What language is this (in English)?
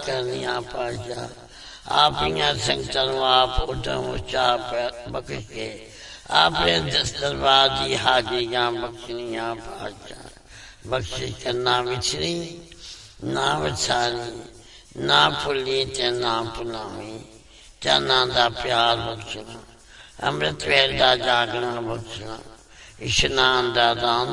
Punjabi